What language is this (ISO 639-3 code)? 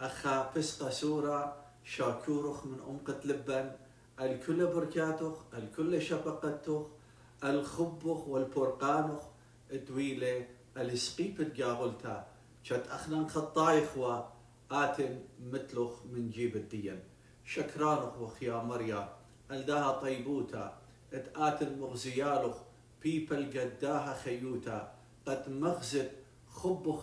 aii